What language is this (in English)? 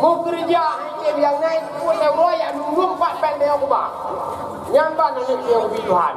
Achinese